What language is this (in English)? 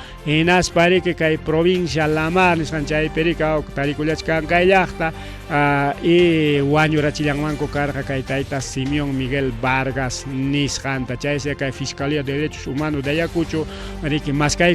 Ayacucho Quechua